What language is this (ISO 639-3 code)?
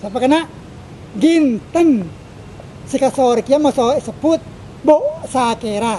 mad